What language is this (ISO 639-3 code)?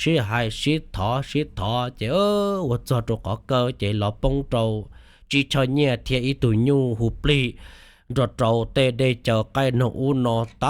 hmn